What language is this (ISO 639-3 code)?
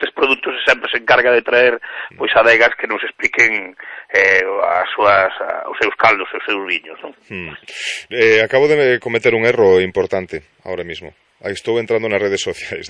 glg